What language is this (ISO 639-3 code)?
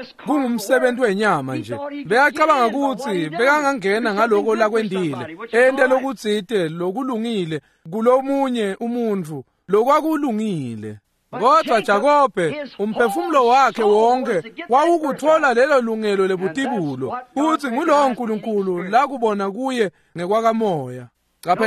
ssw